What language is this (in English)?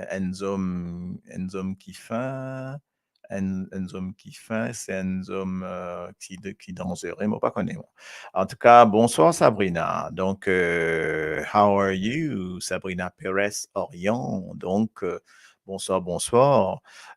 Morisyen